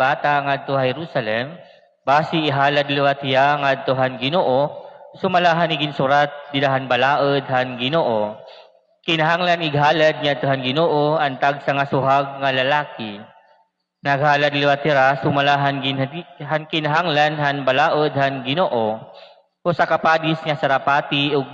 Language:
Waray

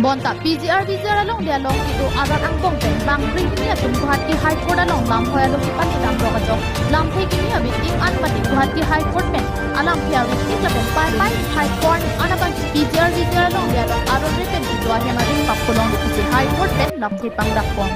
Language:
Karbi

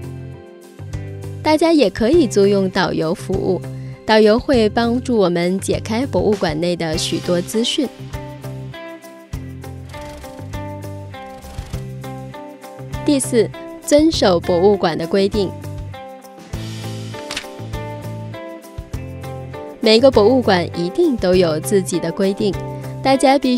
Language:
Chinese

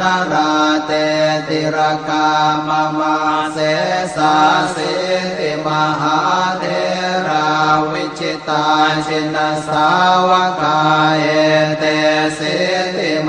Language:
Pali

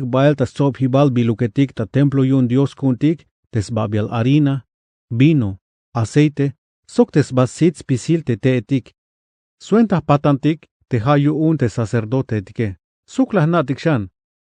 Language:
Tzeltal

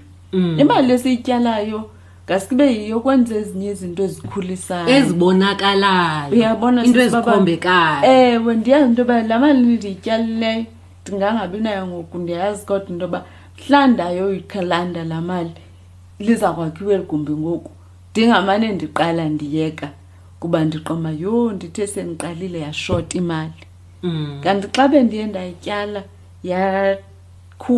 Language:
Xhosa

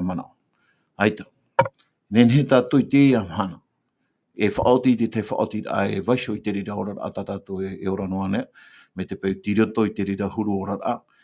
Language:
Tahitian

